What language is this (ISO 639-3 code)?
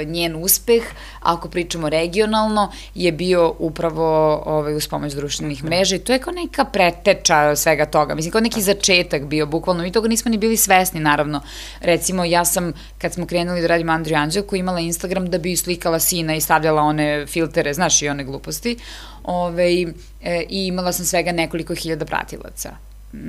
srp